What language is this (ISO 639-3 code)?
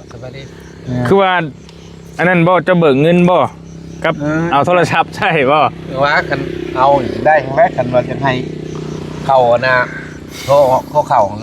tts